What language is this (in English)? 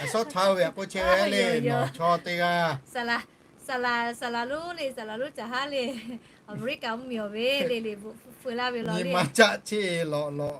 Lahu